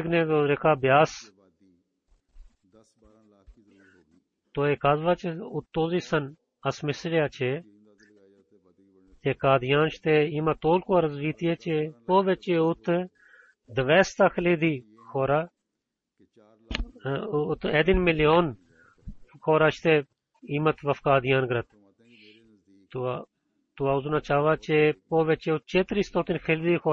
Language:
Bulgarian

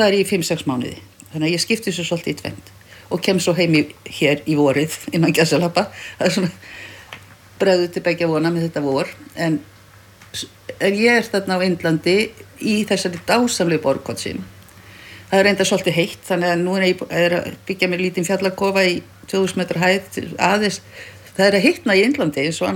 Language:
Icelandic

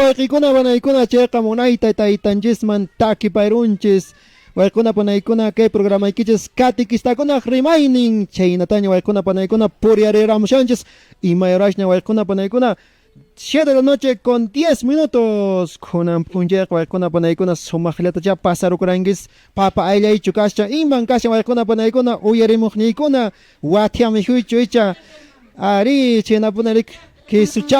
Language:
Quechua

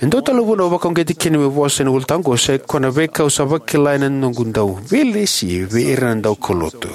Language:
Fijian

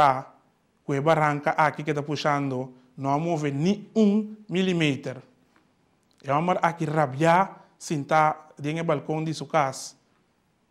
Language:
Papiamento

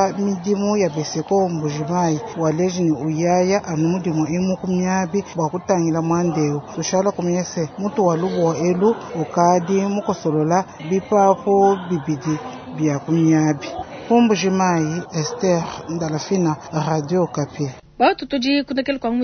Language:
Luba-Lulua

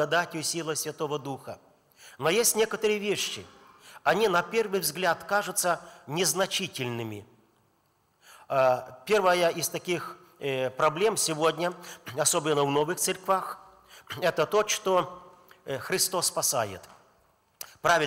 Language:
Russian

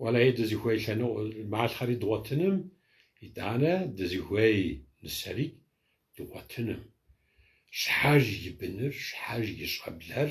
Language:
Kabardian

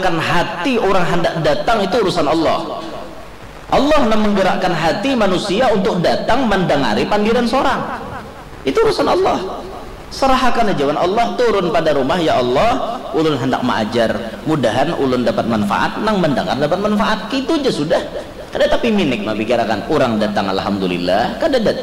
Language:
Banjar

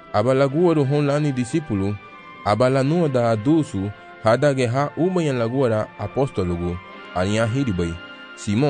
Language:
Garifuna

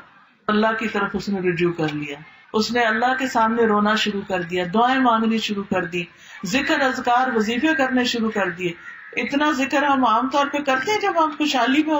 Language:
Urdu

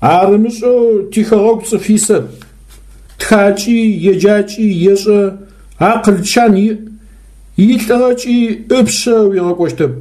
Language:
Adyghe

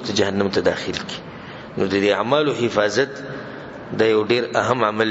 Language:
Pashto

